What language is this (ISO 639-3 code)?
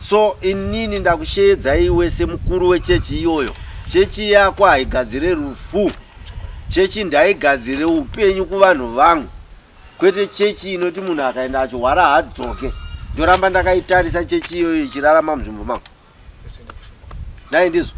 sna